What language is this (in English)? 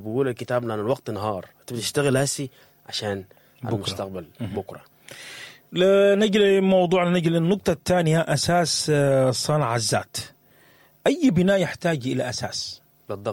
Sudanese Arabic